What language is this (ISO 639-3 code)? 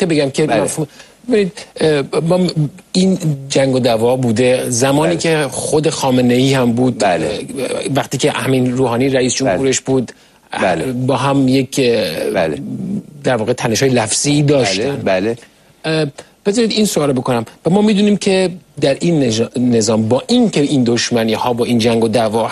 fas